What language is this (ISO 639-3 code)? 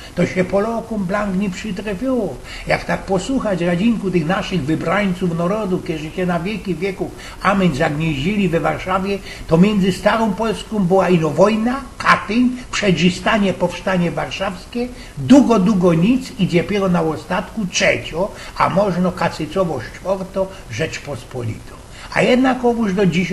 szl